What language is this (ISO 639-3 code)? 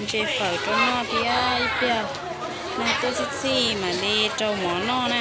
hmn